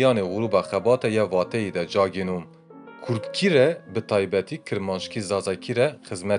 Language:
Kurdish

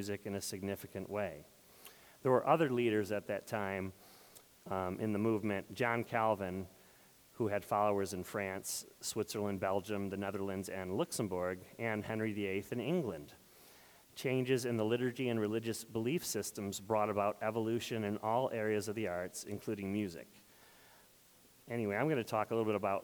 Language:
English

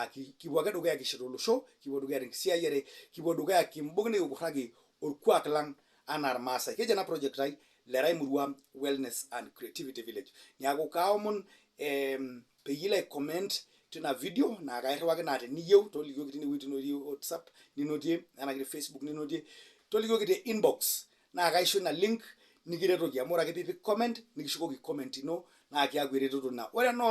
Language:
Masai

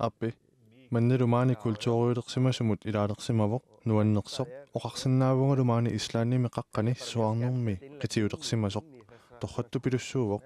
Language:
Kalaallisut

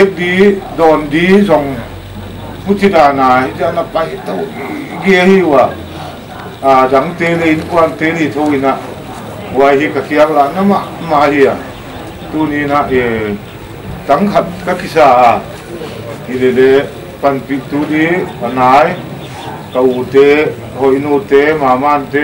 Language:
Paite Chin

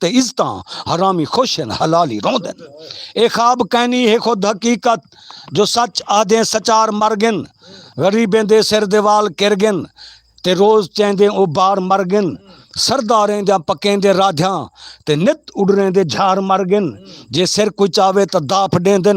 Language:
Saraiki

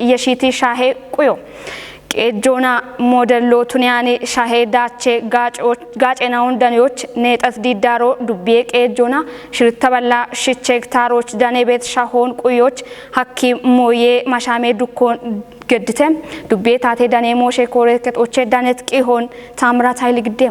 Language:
Kafa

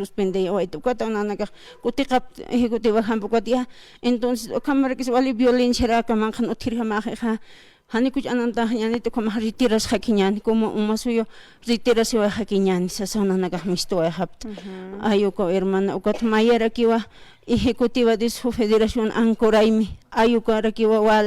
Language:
Aymara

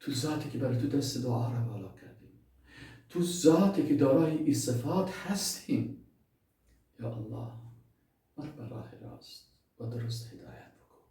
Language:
Persian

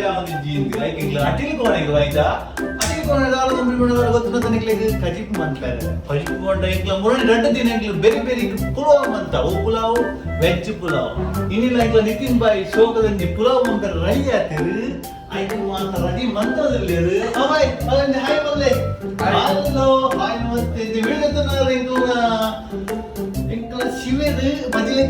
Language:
Tulu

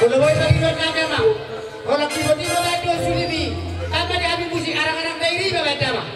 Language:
Batak Toba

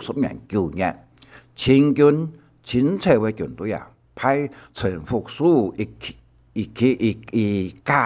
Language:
Hakka Chinese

